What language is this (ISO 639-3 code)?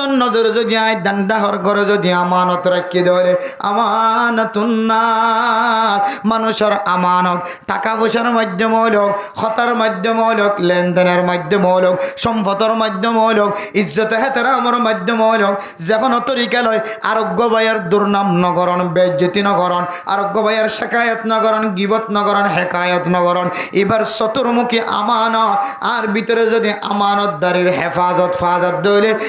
rhg